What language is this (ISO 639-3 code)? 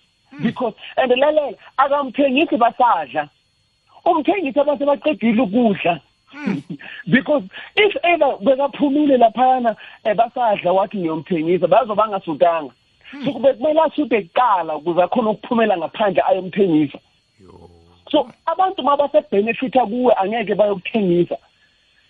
nbl